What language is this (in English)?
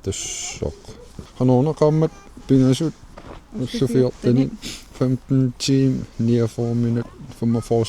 Kalaallisut